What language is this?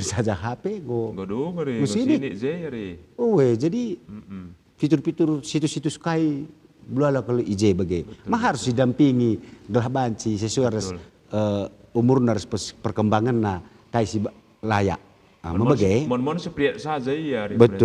Batak Karo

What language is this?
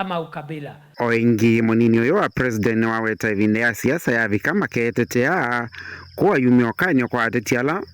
Kamba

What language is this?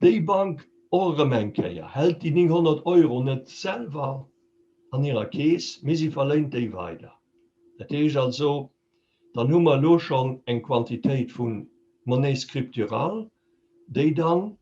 Luxembourgish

